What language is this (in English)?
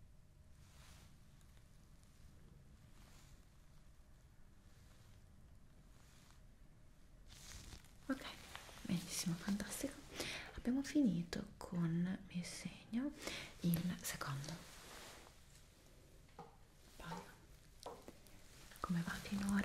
Italian